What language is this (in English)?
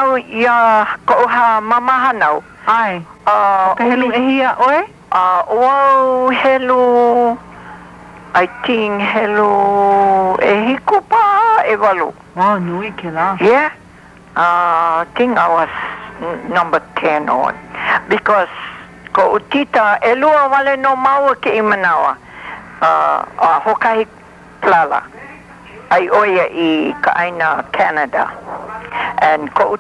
Hawaiian